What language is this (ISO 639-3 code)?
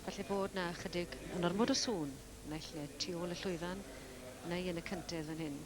cym